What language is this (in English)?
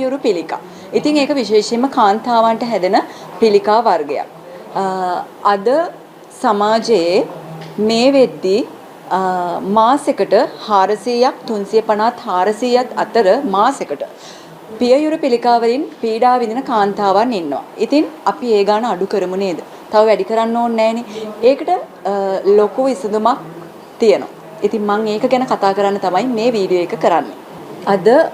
Sinhala